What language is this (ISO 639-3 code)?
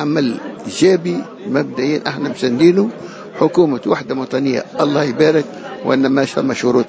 aeb